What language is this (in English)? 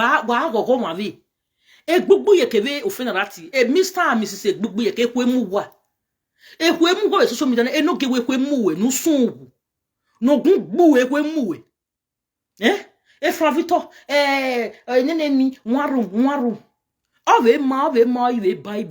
Nigerian Pidgin